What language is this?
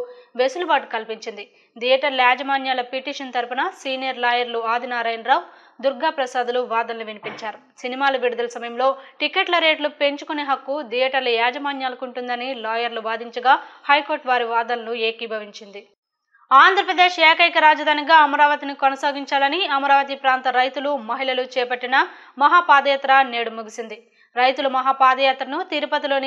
Telugu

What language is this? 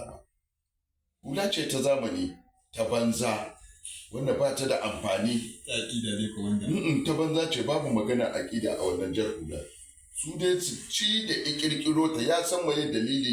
Hausa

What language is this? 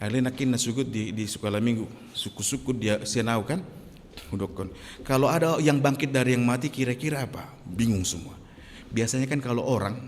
Batak Toba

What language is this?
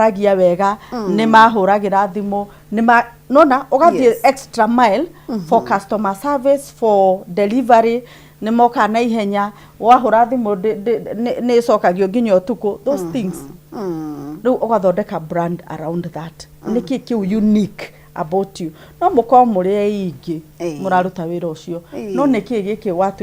Kikuyu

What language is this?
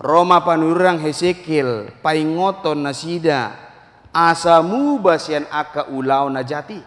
Batak Toba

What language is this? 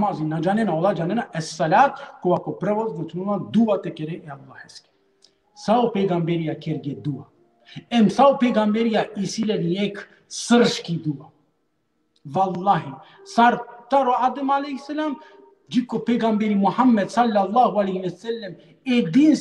Balkan Romani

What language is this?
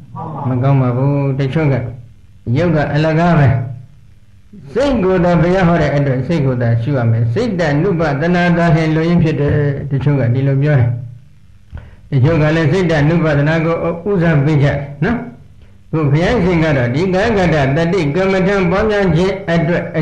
Burmese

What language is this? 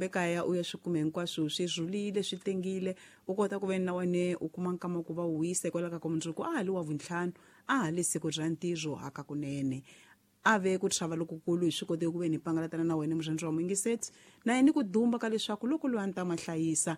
Tsonga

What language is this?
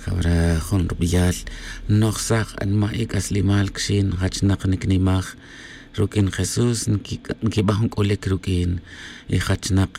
Tz'utujil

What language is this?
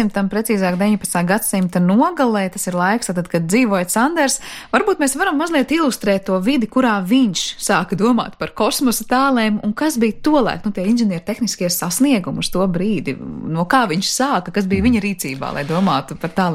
Latvian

